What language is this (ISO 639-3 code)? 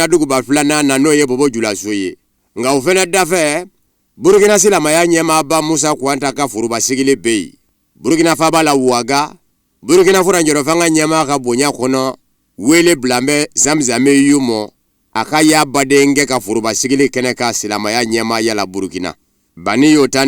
bam